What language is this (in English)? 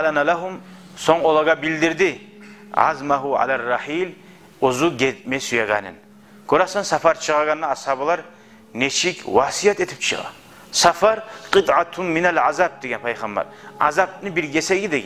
Kumyk